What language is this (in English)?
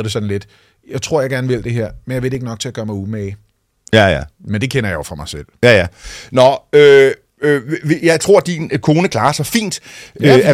Danish